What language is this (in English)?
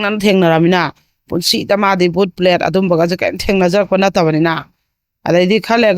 Manipuri